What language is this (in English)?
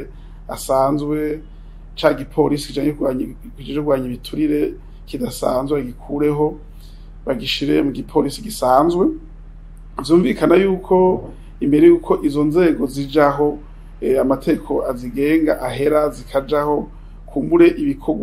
Rundi